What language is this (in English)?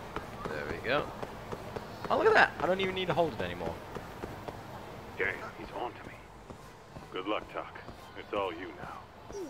English